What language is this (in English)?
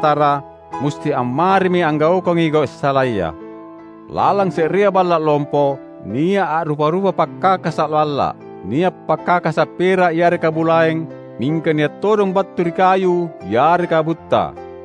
Makasar